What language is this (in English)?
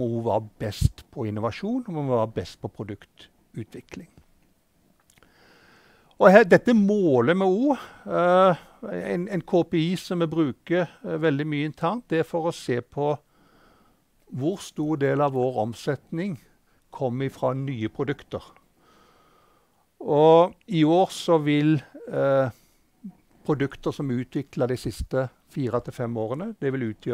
Norwegian